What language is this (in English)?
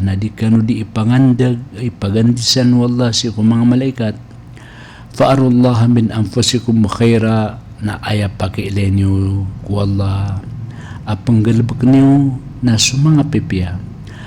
Maranao